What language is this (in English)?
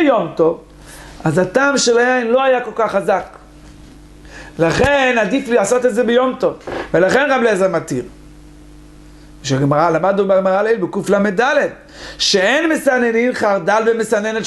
Hebrew